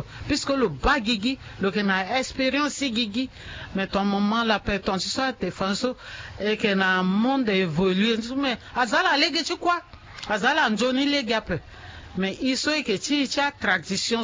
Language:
Sango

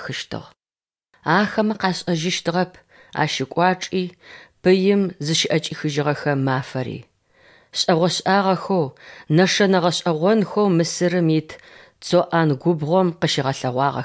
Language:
Adyghe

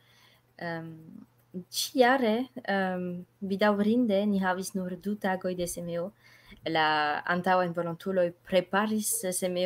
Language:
Esperanto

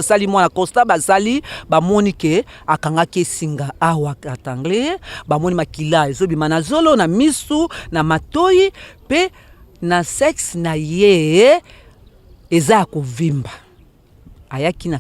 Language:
Lingala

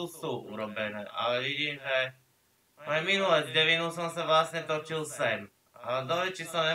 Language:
Slovak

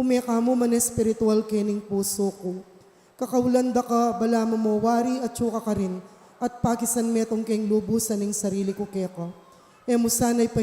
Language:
Pampanga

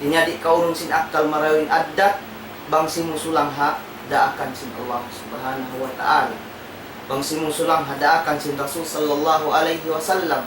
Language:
Tausug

